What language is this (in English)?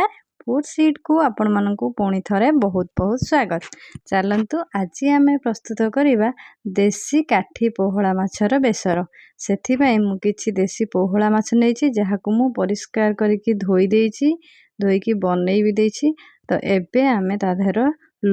Odia